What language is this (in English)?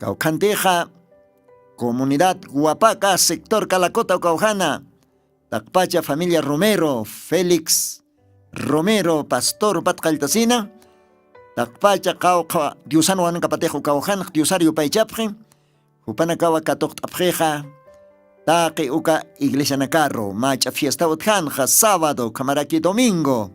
Aymara